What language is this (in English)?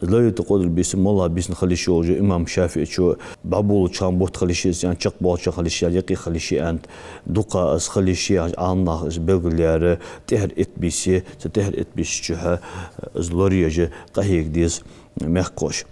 Ingush